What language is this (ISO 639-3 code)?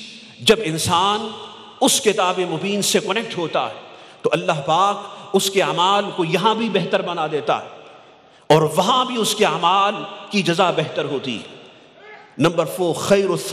urd